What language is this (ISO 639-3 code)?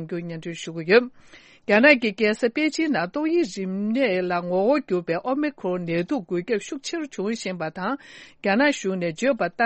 bod